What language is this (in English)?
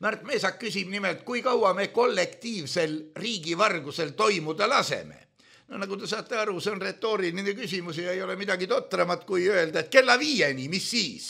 Estonian